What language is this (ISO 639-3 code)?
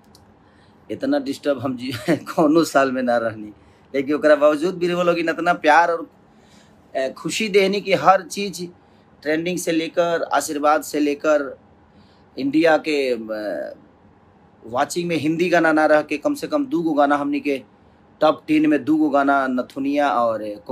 bho